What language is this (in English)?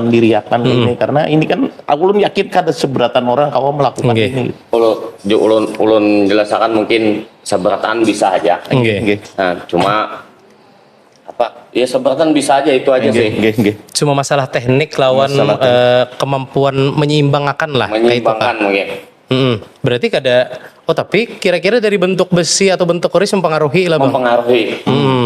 Banjar